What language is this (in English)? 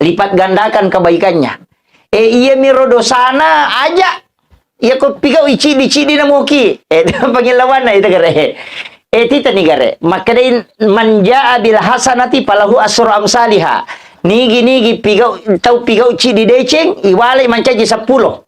Buginese